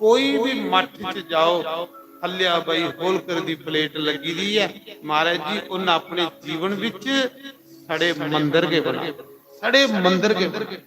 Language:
Dogri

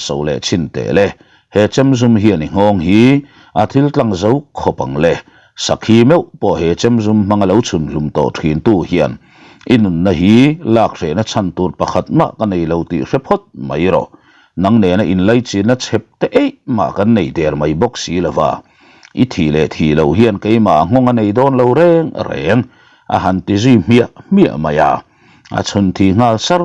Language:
Mizo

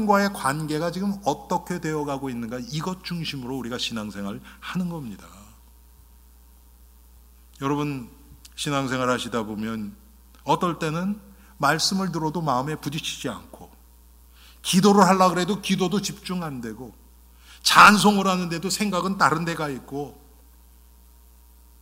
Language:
Korean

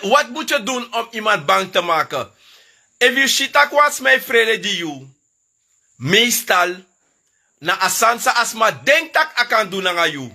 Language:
Sranan Tongo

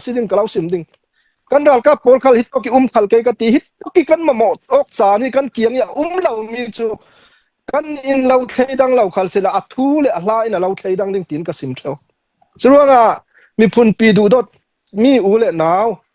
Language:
Falam Chin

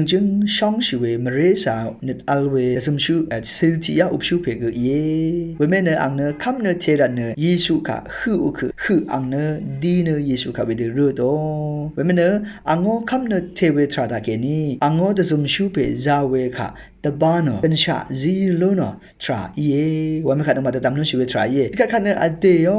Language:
Rawang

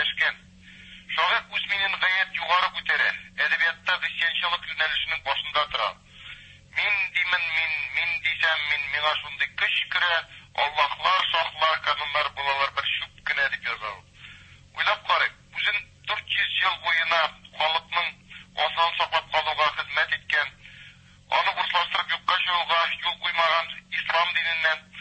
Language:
Tatar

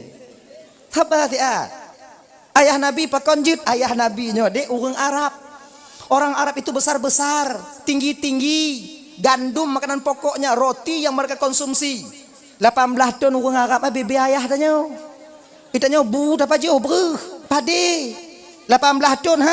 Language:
Achinese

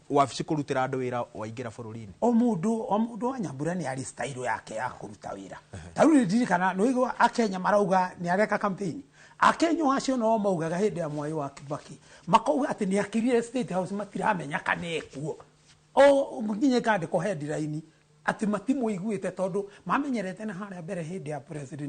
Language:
Kikuyu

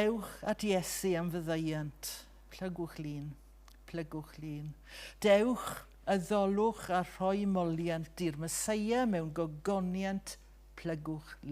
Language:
Welsh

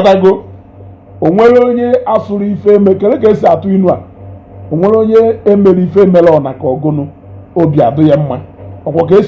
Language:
Igbo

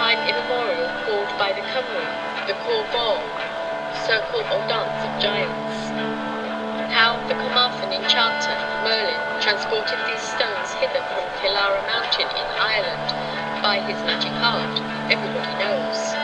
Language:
English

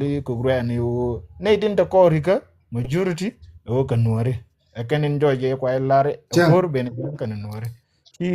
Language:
Nuer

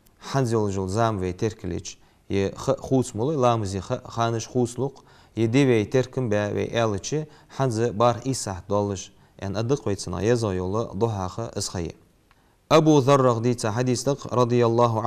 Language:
Ingush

